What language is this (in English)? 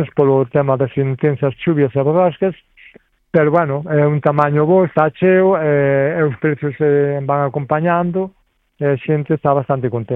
Galician